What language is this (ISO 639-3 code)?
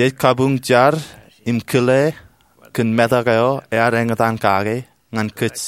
mah